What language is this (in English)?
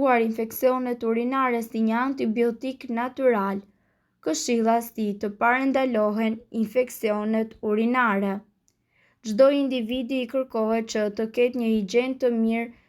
Albanian